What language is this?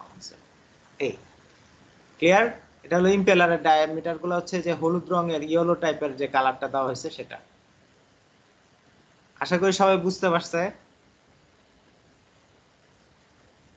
Bangla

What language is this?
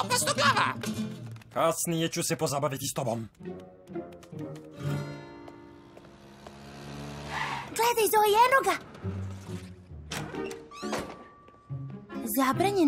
Croatian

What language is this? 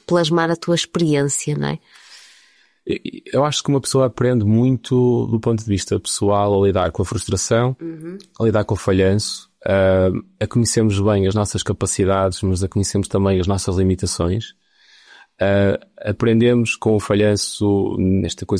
Portuguese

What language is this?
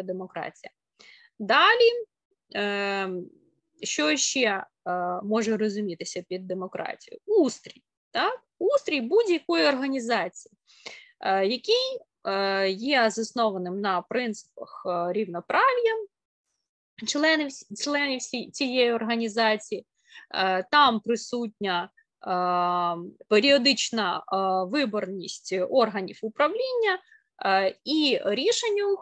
Ukrainian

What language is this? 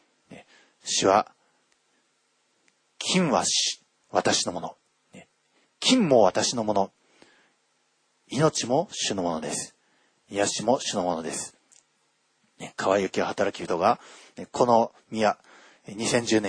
Japanese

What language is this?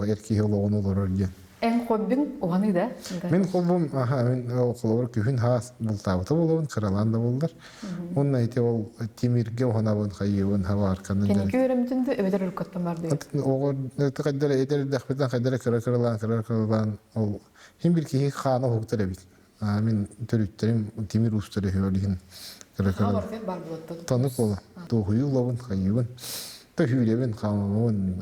Yakut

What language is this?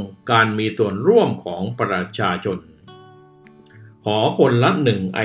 Thai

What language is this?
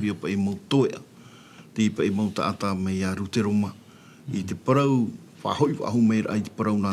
Tahitian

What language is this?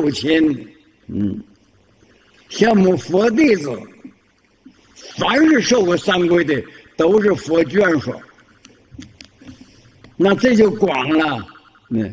Chinese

